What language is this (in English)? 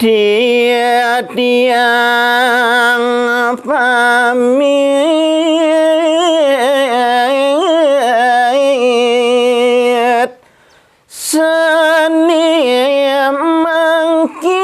Balinese